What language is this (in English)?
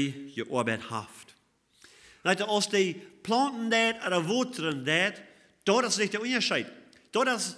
Plautdietsch